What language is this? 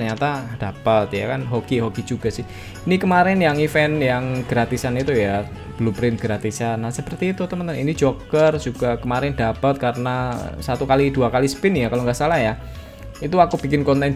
Indonesian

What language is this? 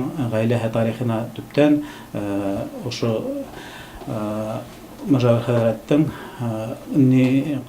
Bashkir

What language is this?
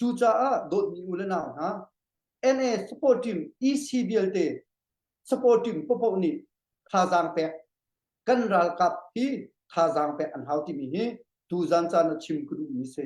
Hakha Chin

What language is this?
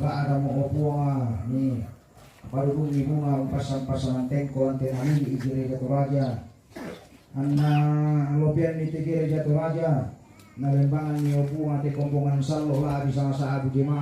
Toraja-Sa'dan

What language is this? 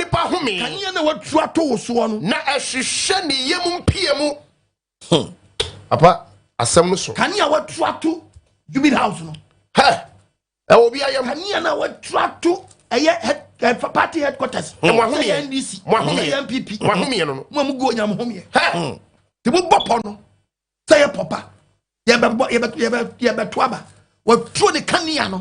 Akan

